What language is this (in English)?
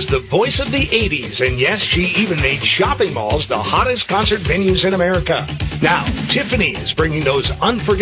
English